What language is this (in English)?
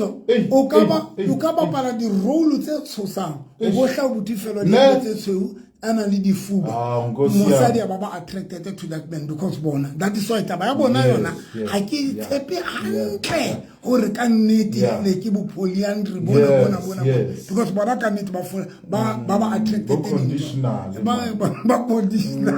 Southern Sotho